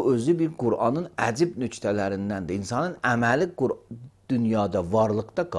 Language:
Azerbaijani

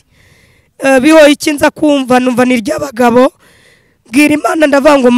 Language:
Kinyarwanda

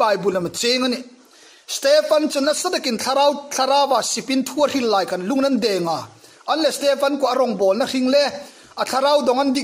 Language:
Hmar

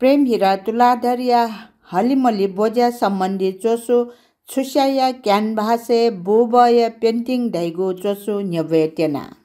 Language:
Newari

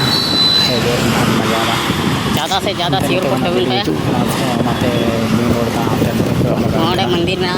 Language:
Santali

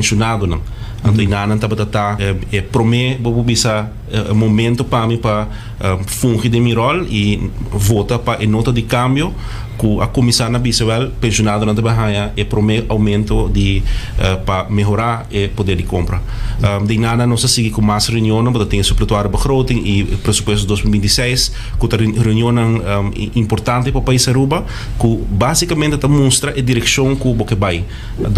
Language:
Papiamento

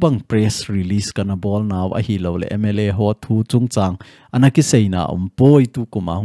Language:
Thado Chin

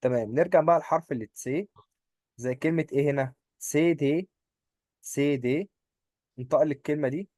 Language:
Egyptian Arabic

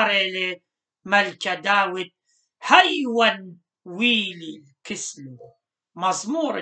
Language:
Assyrian Neo-Aramaic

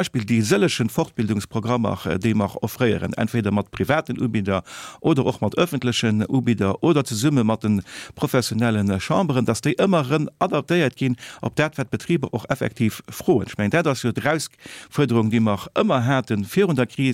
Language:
Luxembourgish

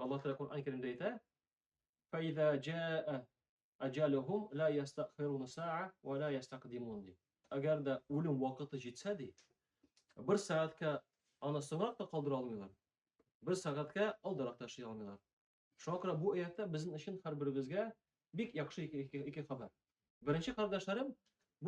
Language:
Tatar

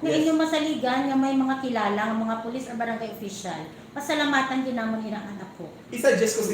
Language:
Hiligaynon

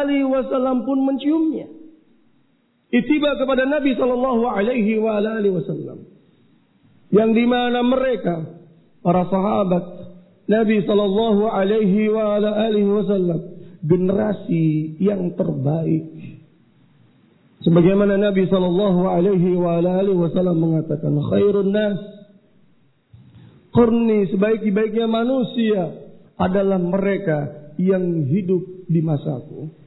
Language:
Indonesian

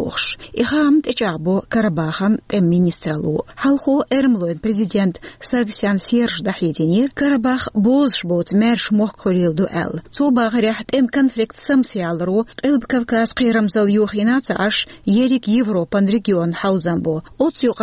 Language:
Chechen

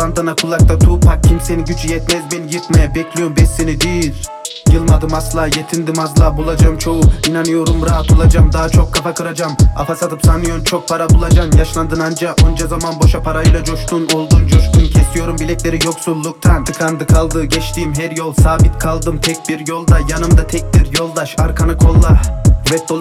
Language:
Turkish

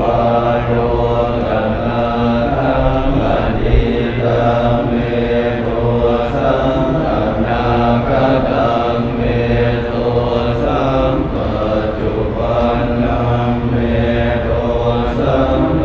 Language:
Pali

